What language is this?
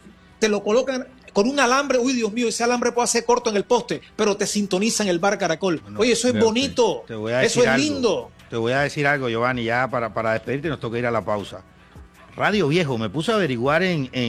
Spanish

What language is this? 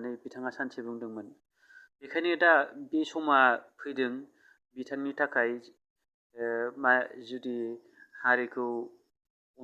Bodo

